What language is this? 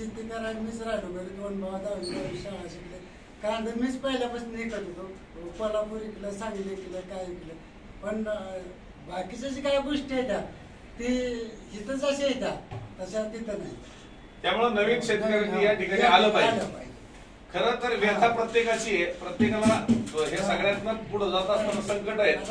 Marathi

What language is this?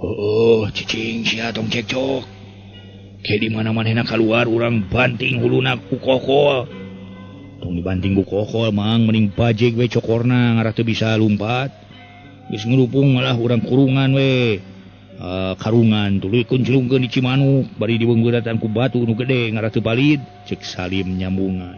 Sundanese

